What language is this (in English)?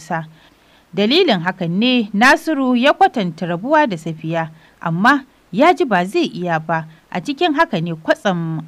Hausa